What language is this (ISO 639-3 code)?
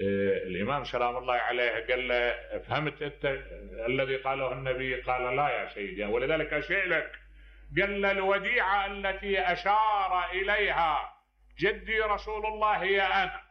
acm